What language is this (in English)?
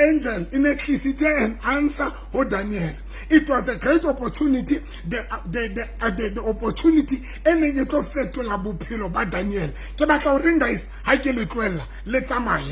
Southern Sotho